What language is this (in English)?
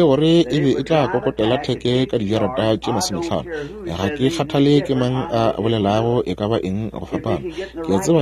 Northern Sotho